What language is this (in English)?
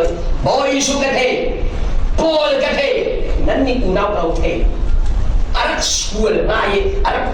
Falam Chin